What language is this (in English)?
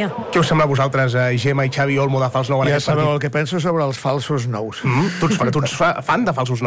Catalan